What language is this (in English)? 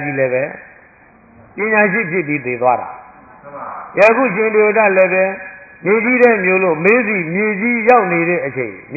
Burmese